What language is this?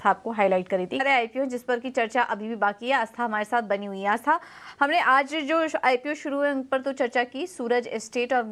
Hindi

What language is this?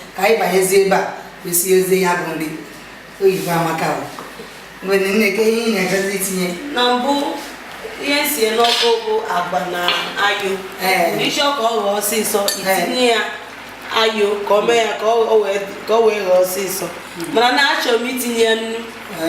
Igbo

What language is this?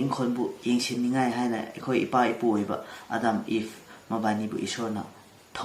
Manipuri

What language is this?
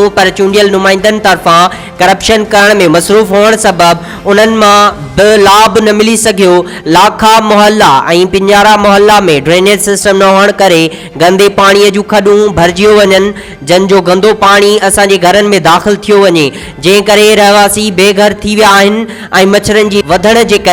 Sindhi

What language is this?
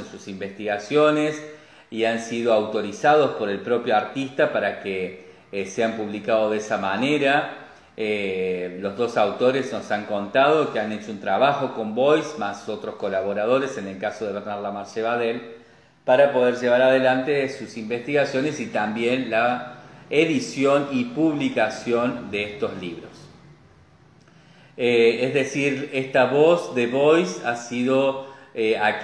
Spanish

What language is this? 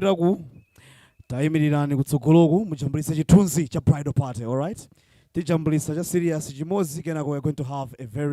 Nyanja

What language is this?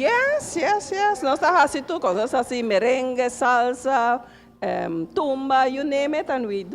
Papiamento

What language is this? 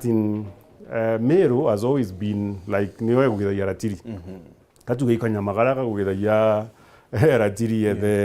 Meru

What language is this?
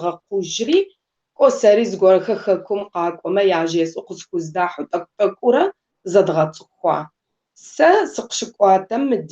Kabardian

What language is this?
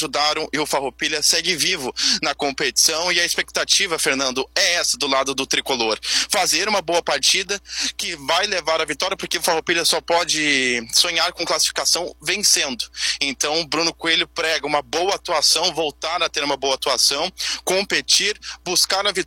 Portuguese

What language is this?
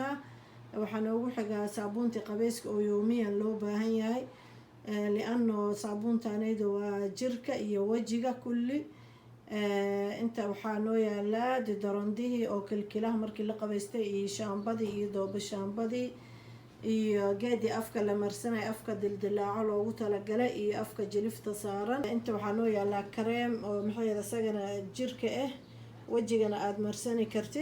Somali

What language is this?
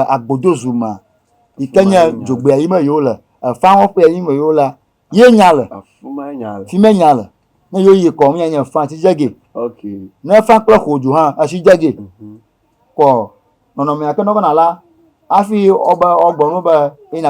Ewe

